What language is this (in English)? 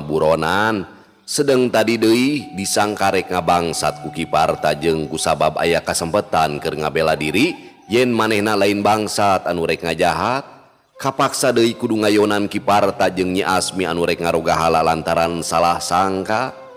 Sundanese